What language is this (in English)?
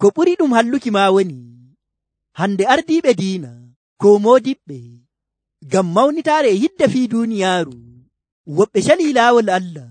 Nigerian Fulfulde